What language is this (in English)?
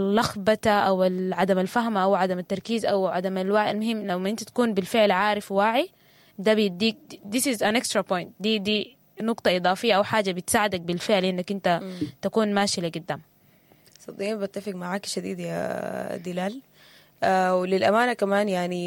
Sudanese Arabic